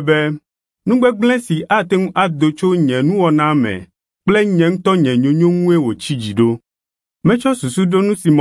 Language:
Ewe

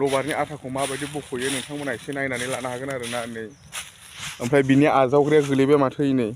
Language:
Bodo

